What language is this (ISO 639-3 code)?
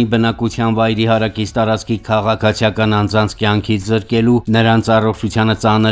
hye